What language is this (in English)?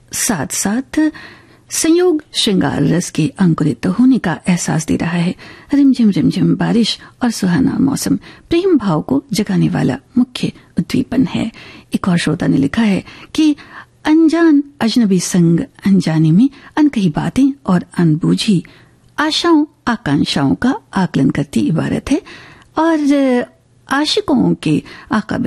Hindi